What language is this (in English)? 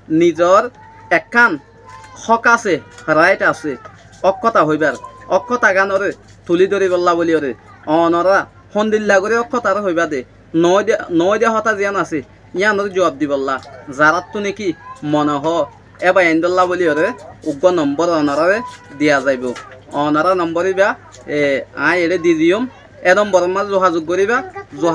Rohingya